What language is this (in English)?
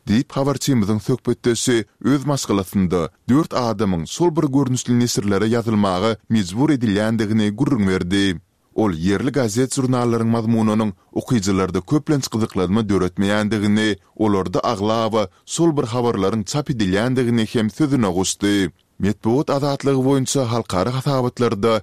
Turkmen